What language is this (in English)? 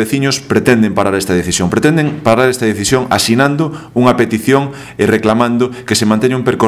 Galician